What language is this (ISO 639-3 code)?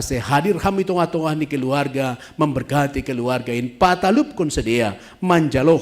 bts